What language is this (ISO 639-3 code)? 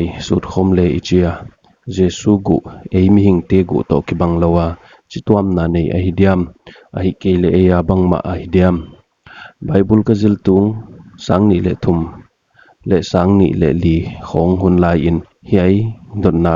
pck